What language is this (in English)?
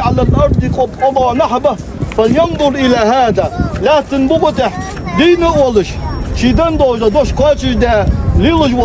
Ingush